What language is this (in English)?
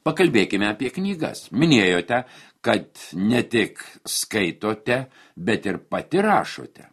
Lithuanian